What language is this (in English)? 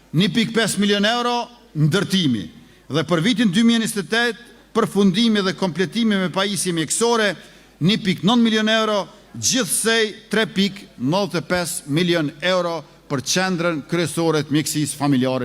Albanian